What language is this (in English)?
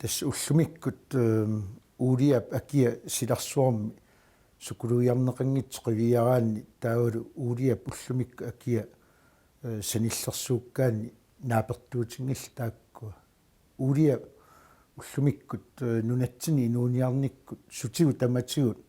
Kalaallisut